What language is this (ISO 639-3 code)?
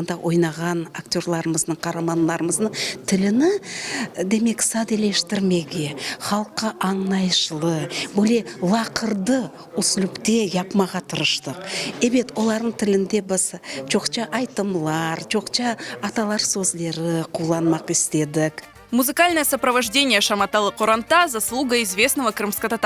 crh